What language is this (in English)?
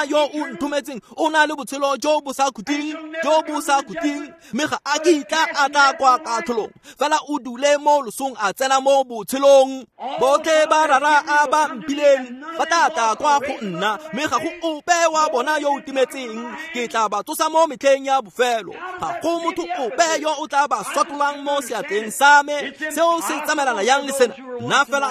Tswana